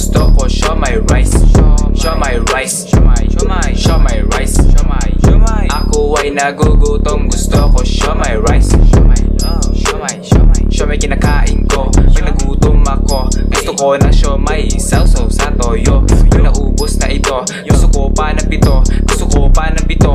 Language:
Filipino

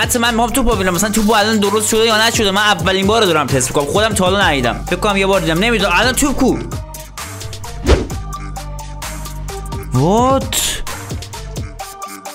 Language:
Persian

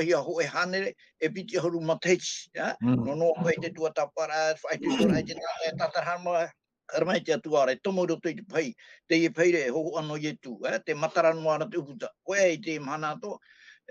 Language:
Tahitian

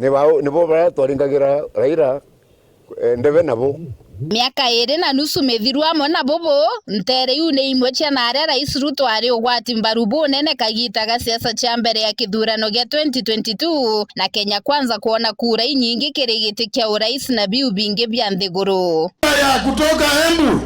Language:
Meru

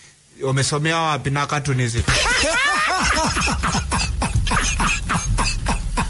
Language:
Swahili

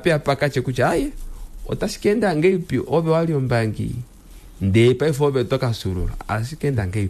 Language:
Kuanyama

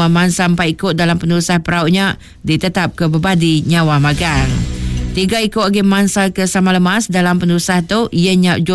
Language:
Iban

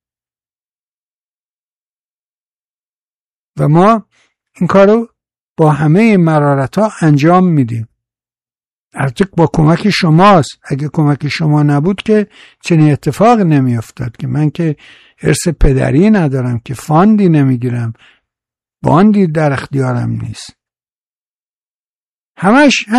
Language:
Persian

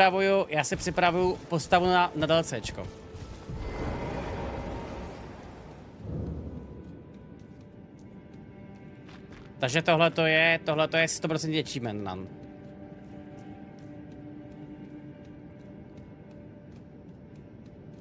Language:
Czech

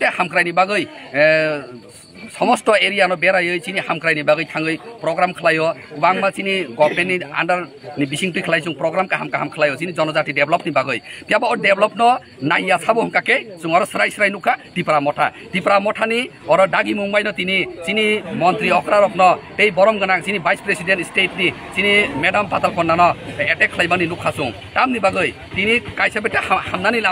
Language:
Kok Borok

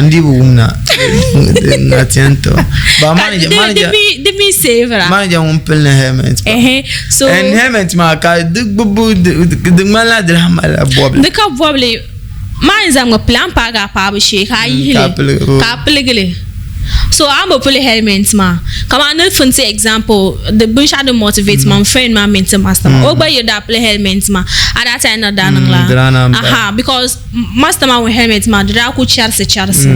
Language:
Dagbani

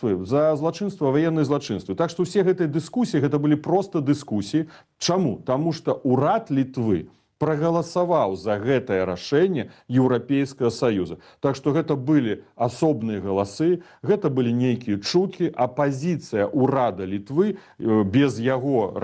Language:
Belarusian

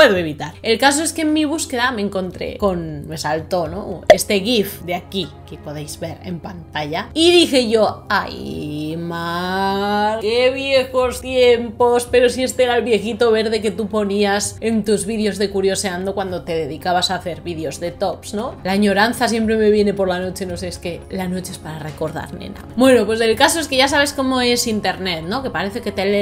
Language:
Spanish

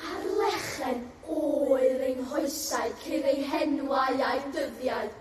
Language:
Welsh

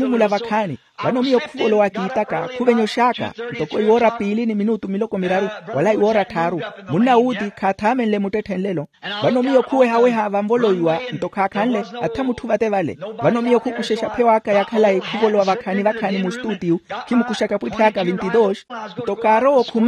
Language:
Makhuwa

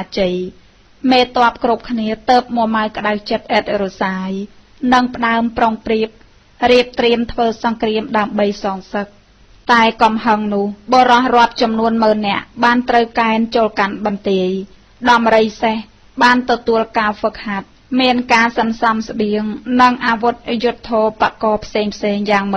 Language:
Khmer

